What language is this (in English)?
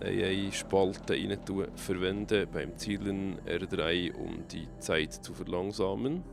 Swiss German